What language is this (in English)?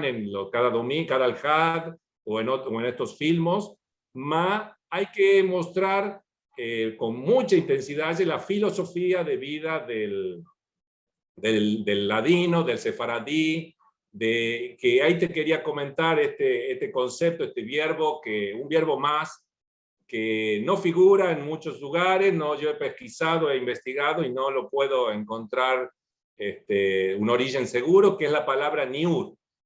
Ladino